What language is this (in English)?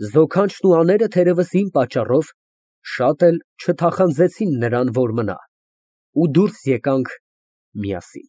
Armenian